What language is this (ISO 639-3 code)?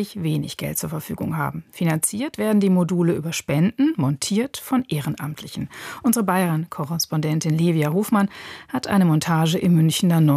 deu